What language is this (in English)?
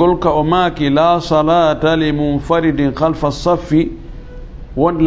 Fula